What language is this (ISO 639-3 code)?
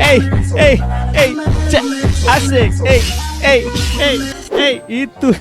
abs